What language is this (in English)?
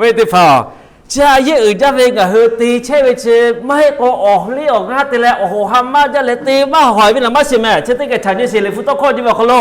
Lahu